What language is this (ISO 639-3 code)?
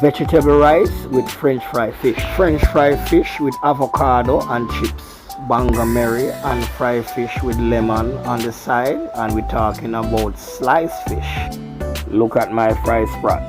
jam